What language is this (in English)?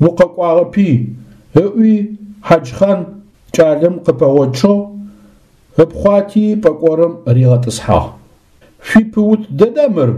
Adyghe